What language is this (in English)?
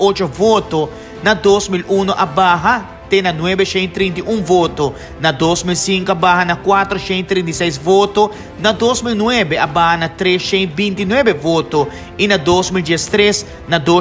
Papiamento